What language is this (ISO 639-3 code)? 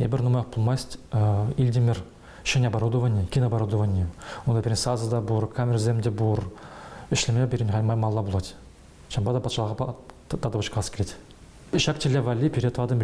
chv